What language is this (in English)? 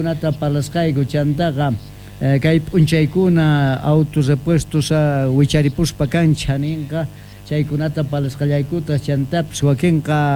Quechua